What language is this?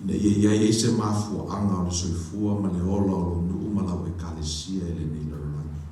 Samoan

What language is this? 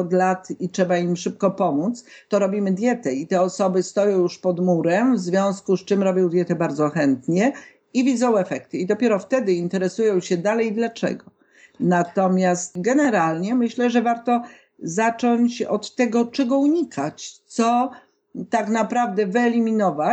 Polish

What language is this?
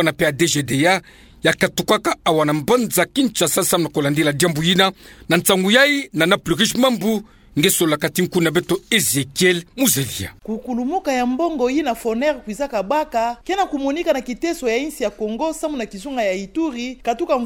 Kituba (Democratic Republic of Congo)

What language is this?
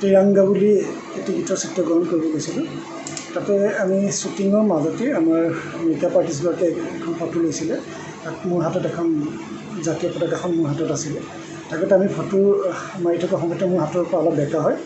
Assamese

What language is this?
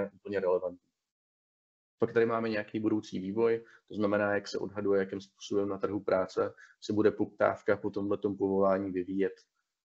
Czech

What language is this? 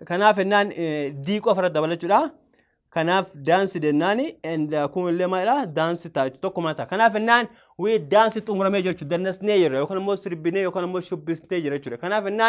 Oromo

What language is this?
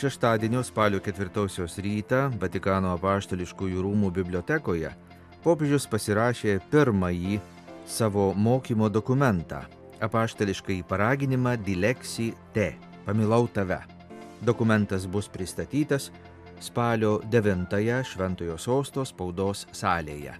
Lithuanian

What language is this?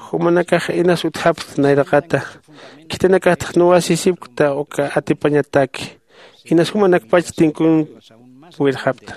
Aymara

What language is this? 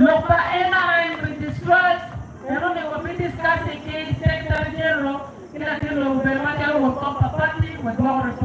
Acoli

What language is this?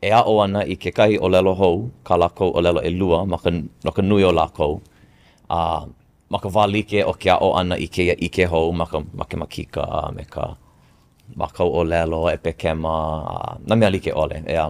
Hawaiian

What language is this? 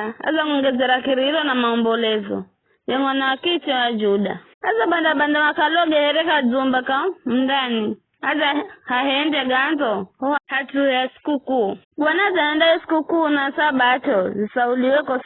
Giryama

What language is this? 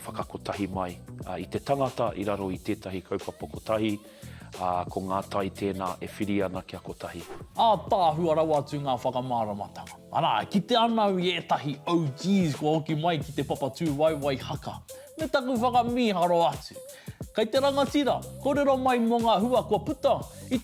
Māori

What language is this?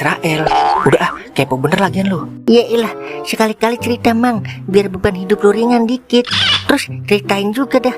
Betawi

